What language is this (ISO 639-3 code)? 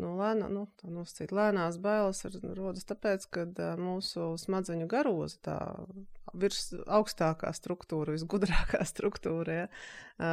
lav